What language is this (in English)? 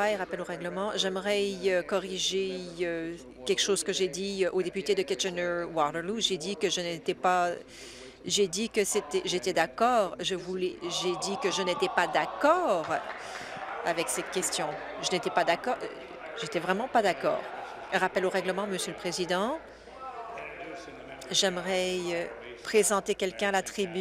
French